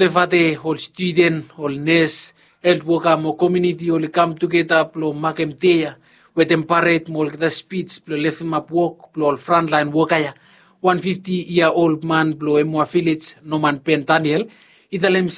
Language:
Bislama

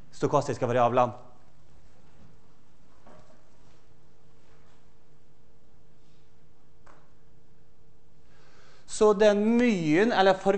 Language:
Norwegian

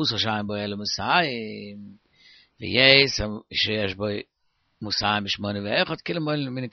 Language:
Yiddish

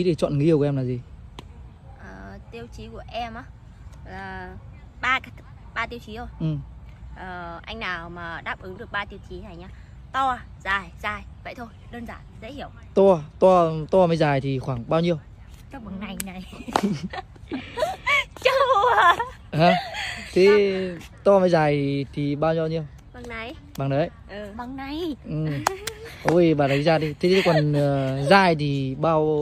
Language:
Vietnamese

